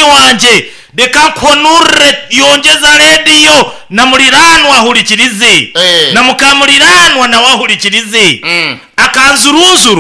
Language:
Nyankole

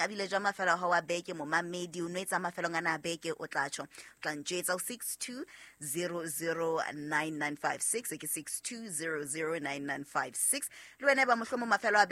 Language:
Southern Sotho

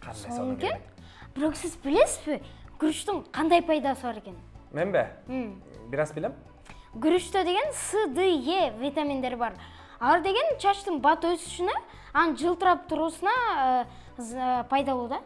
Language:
Kyrgyz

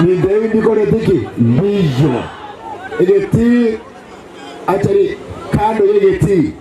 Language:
Gusii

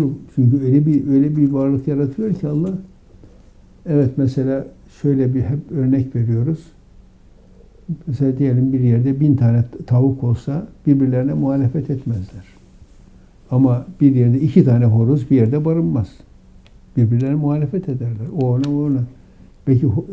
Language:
Turkish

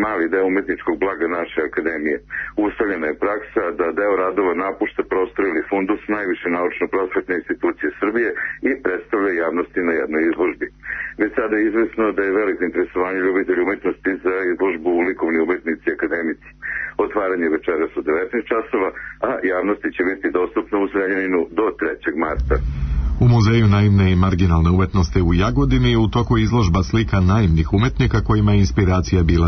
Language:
Serbian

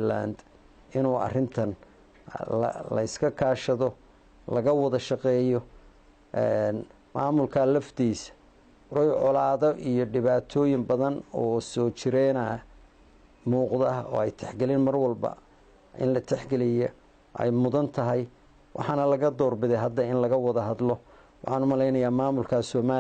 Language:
Somali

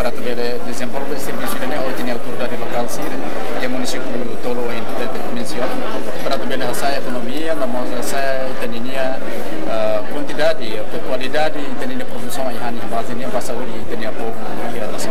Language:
Tetum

